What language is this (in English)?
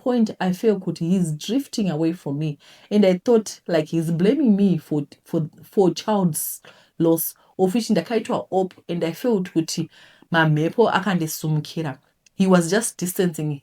Shona